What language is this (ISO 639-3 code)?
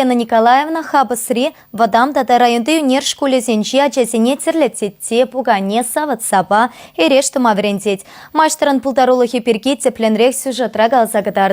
chv